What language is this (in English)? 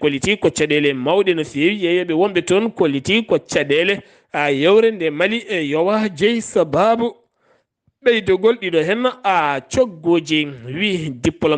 Fula